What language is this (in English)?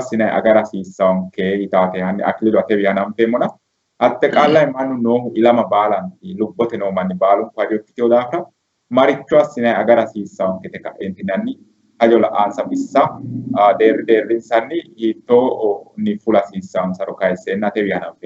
Sidamo